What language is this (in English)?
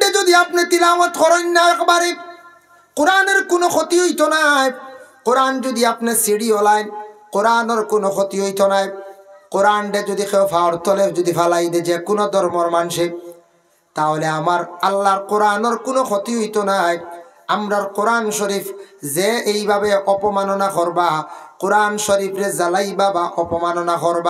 Sylheti